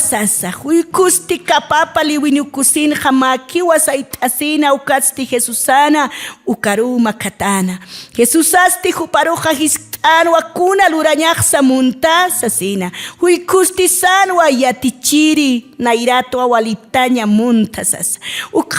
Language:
Aymara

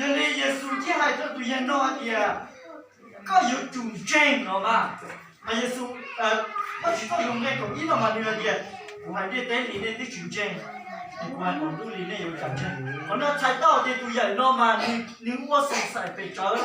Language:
Hmong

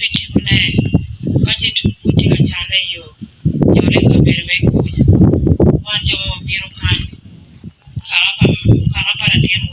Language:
Acoli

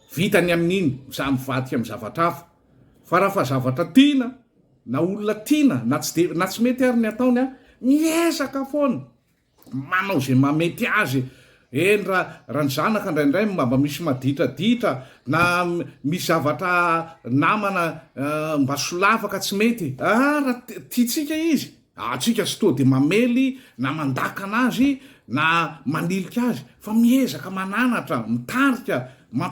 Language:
Malagasy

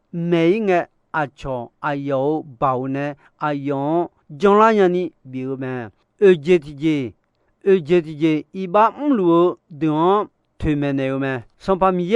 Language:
Akha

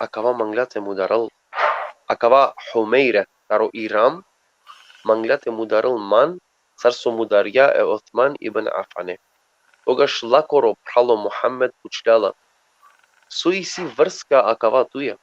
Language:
Balkan Romani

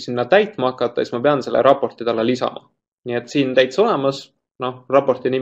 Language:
Estonian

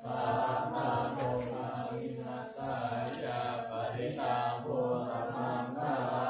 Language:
Pali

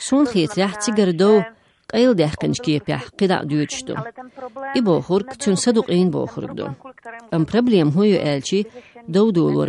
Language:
Chechen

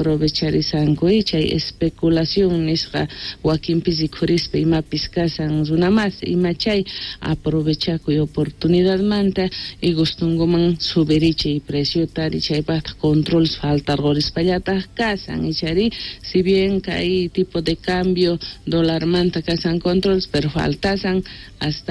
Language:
Quechua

